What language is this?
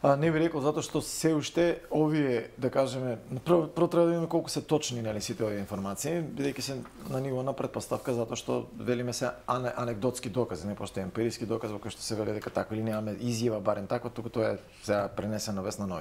Macedonian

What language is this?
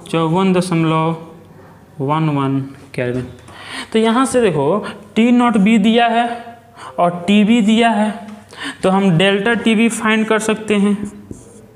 Hindi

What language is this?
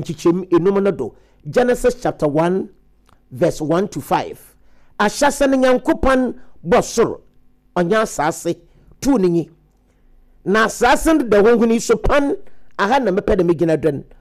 Akan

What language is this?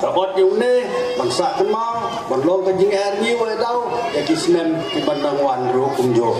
Khasi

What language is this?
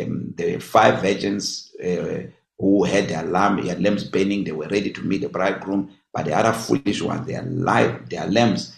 English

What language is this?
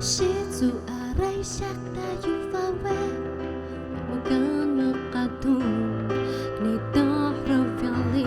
Atayal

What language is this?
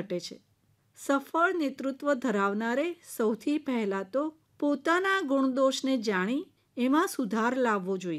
Gujarati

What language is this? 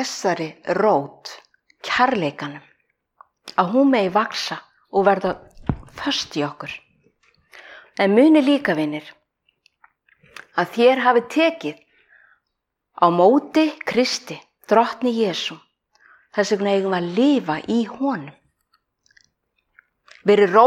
Icelandic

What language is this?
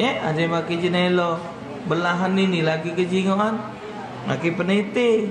Musi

